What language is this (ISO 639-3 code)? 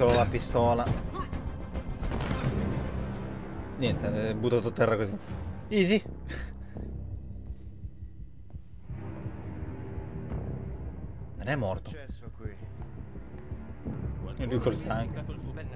ita